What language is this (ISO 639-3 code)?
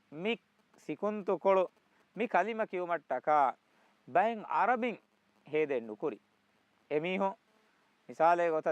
div